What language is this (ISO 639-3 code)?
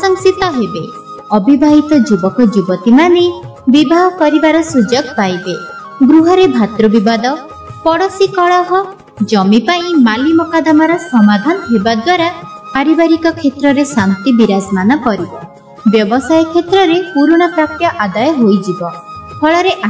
ori